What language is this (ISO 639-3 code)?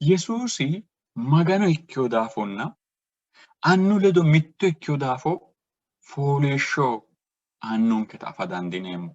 sid